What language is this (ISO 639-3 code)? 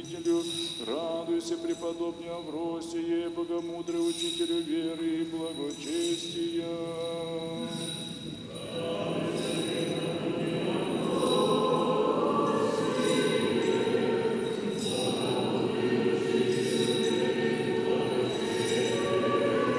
rus